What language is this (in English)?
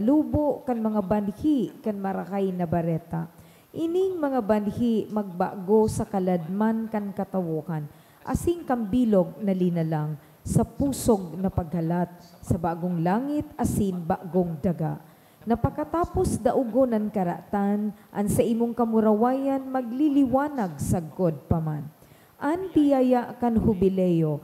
Bikol